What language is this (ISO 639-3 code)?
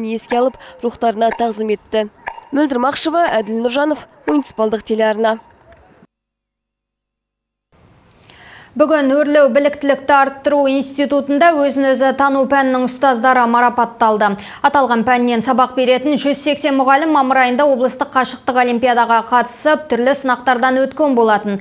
kaz